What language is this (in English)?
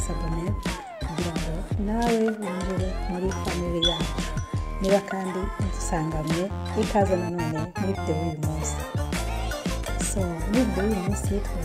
Kinyarwanda